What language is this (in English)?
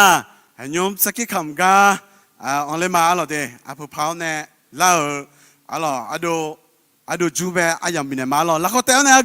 Akha